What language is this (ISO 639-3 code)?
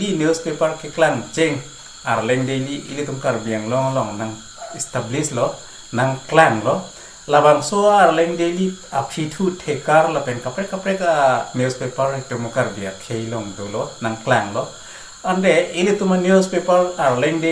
mjw